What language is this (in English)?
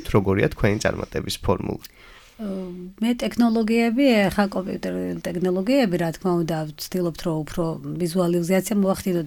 Georgian